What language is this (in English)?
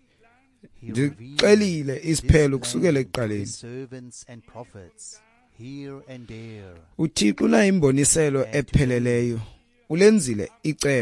Xhosa